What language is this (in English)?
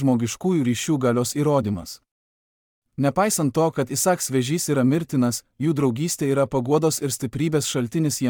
Lithuanian